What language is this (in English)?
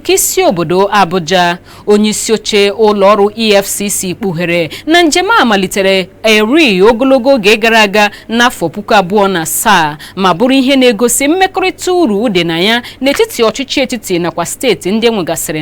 Igbo